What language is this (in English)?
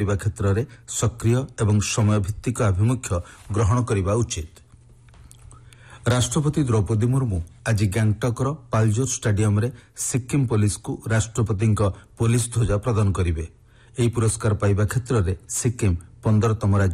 Odia